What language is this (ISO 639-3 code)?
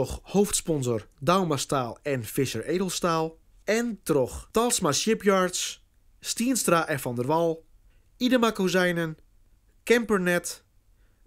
fry